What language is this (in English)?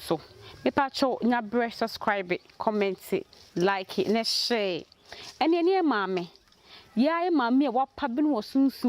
Akan